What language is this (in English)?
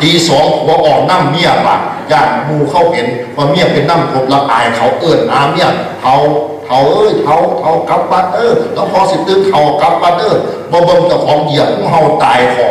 Northeastern Thai